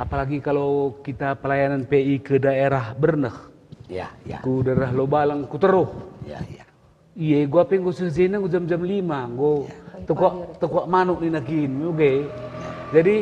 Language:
Batak Karo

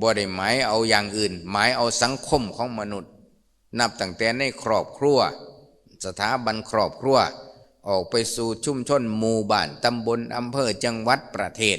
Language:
Lao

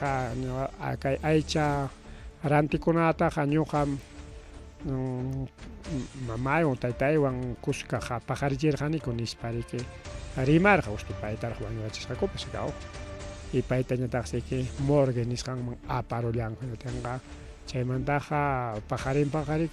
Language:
Ayacucho Quechua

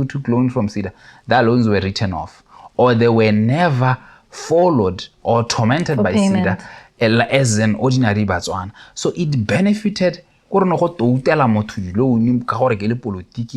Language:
Tswana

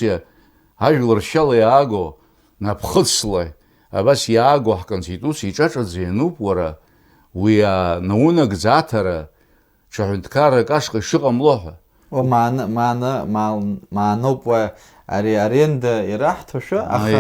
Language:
Abkhazian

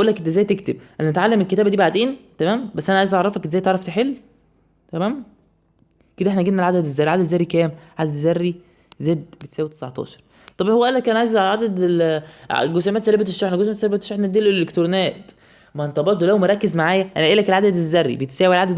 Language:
Egyptian Arabic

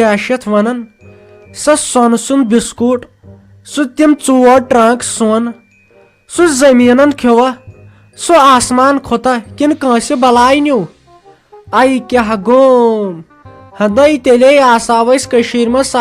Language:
Kashmiri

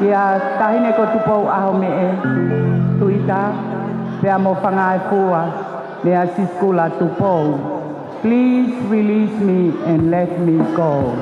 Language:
Tongan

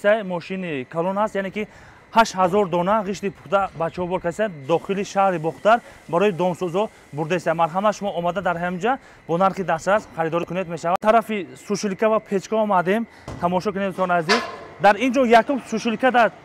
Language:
Tajik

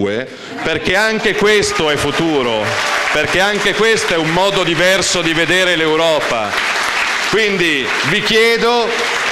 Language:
Italian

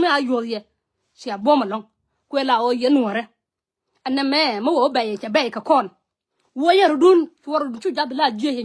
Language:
Nuer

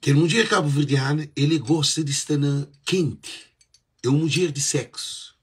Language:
Kabuverdianu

